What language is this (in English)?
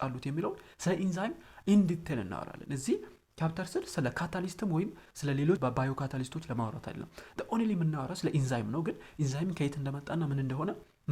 Amharic